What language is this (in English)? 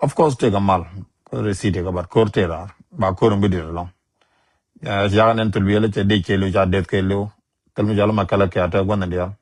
Nuer